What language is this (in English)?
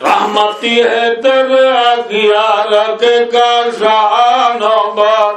Rohingya